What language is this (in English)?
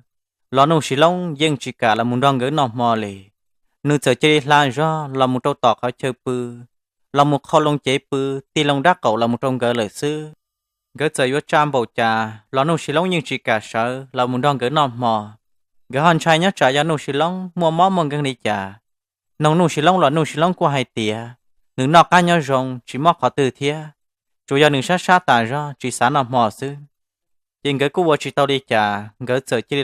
Hmong